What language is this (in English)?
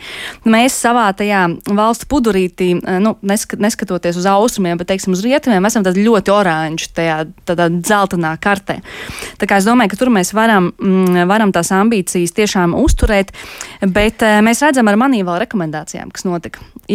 Latvian